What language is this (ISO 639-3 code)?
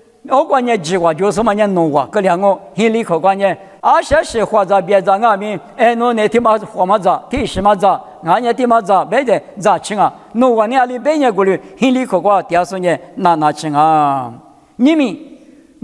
lis